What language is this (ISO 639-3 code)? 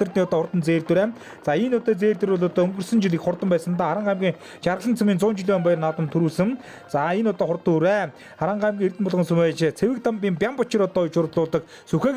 mon